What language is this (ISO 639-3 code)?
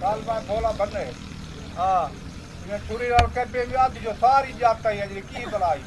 skr